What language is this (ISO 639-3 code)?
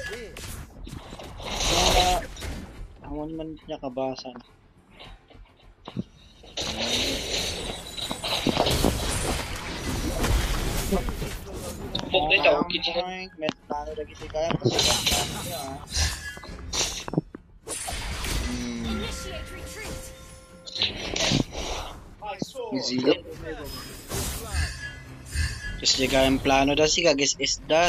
fil